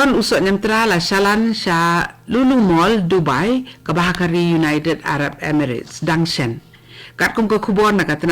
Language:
Khasi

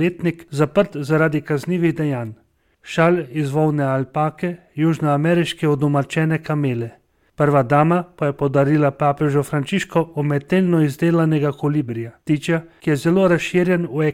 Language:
Slovenian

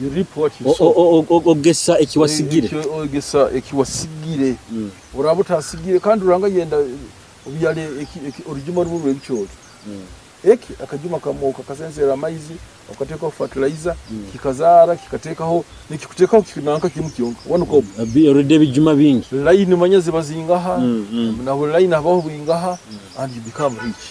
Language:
Nyoro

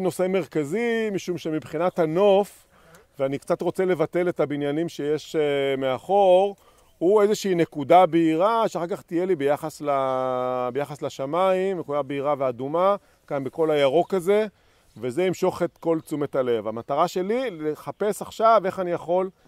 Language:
Hebrew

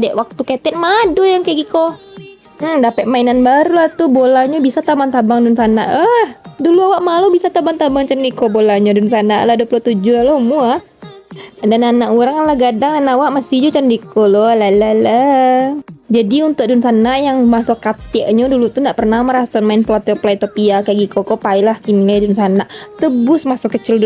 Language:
Minangkabau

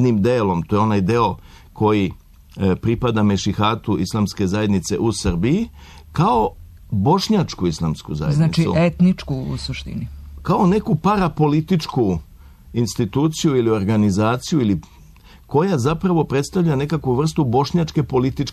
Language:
Serbian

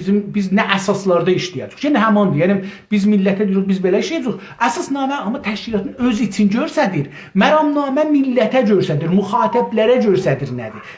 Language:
South Azerbaijani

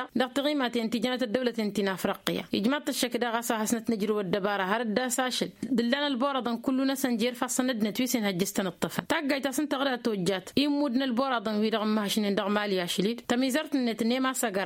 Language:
Tamasheq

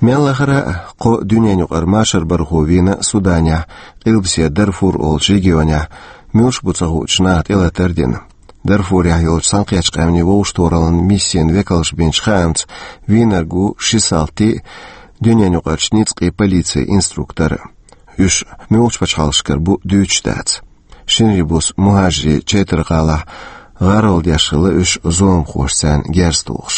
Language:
Chechen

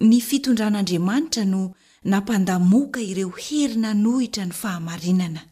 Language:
Malagasy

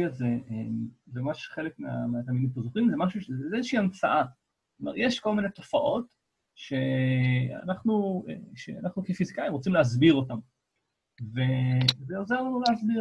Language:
Hebrew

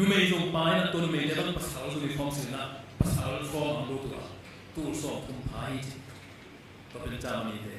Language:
Tedim Chin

